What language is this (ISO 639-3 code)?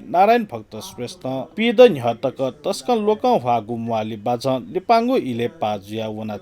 new